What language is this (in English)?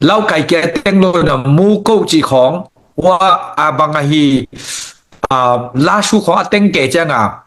Tedim Chin